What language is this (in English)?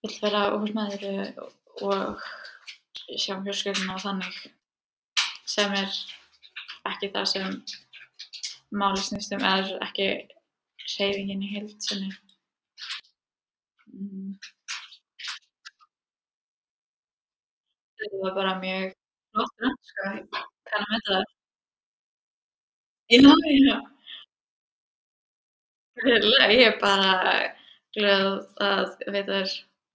Icelandic